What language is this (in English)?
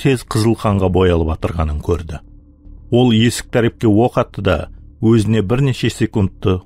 Kara-Kalpak